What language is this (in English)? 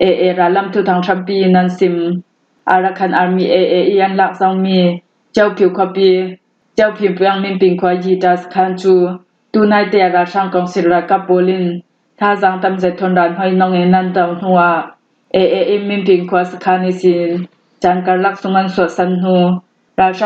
Falam Chin